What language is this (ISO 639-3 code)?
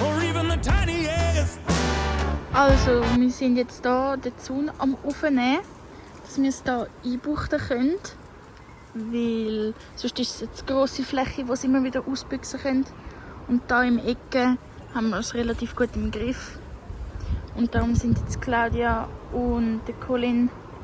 gsw